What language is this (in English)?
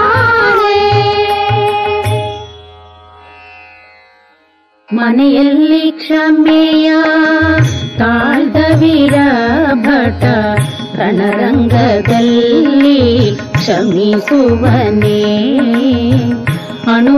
Kannada